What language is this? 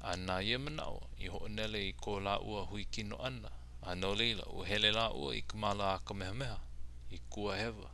Hawaiian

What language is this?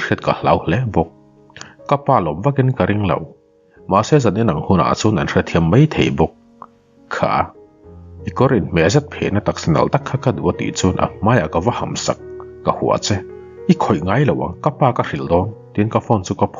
Mizo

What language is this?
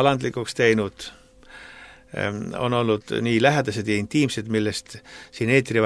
Estonian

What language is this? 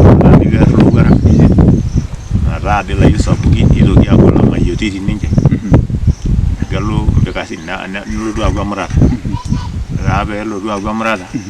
Masai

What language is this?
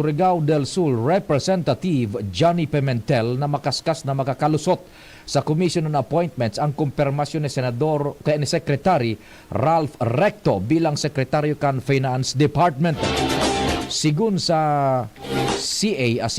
Bikol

